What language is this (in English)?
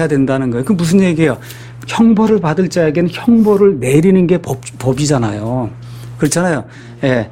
Korean